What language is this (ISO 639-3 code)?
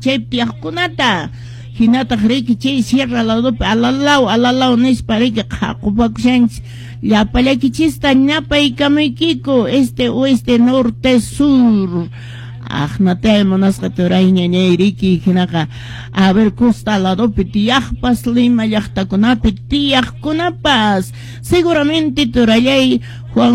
que